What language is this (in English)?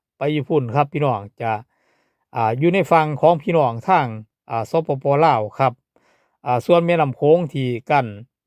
Northeastern Thai